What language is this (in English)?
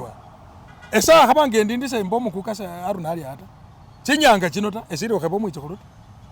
Masaaba